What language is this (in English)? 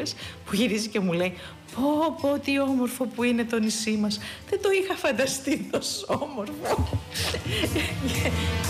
Greek